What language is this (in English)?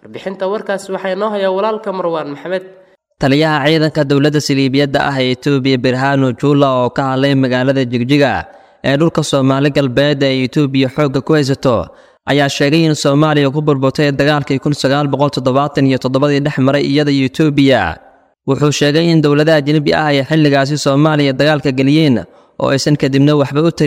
Somali